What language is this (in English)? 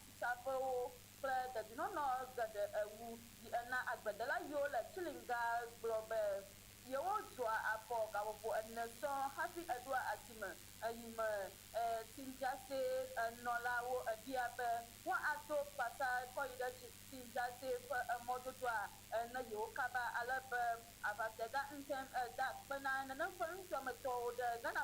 Ewe